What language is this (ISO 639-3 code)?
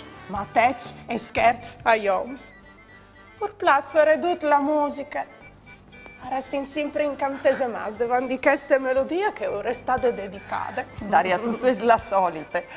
fur